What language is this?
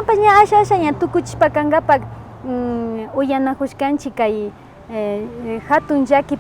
Imbabura Highland Quichua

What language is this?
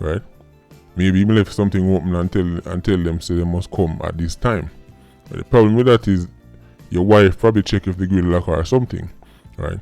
Jamaican Creole English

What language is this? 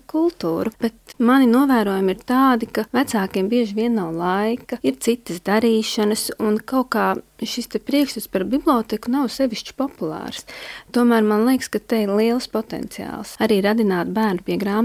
Latvian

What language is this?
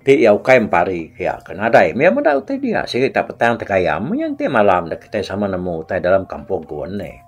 Iban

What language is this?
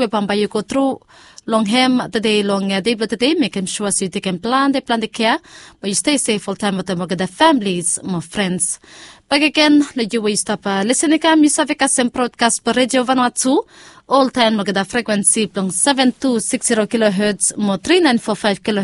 Bislama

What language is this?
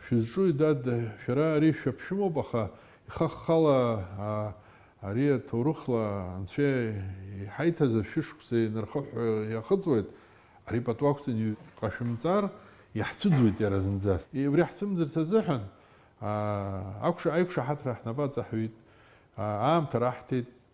Abkhazian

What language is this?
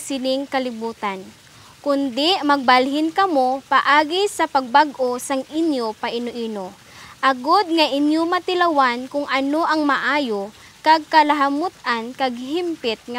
Hiligaynon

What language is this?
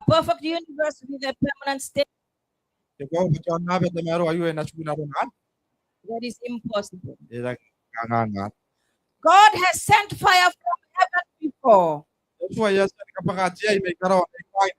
Gilbertese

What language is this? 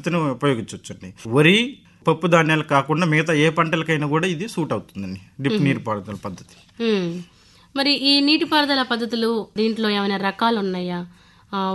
Telugu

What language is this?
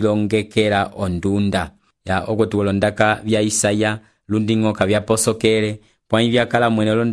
Umbundu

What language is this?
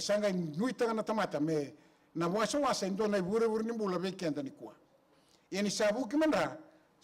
Fijian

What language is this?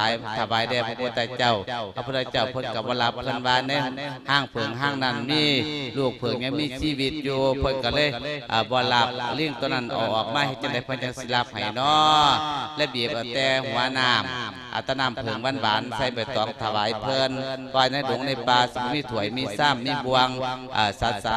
Lao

